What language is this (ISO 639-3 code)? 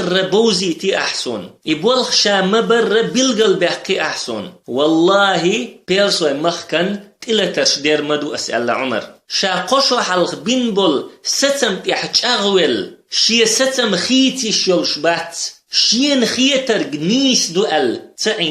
che